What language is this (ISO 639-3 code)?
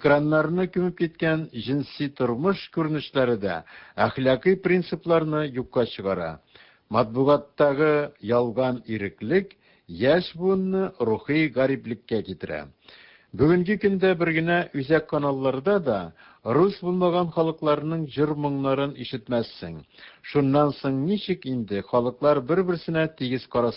tat